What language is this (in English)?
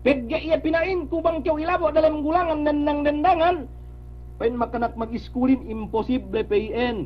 Yakan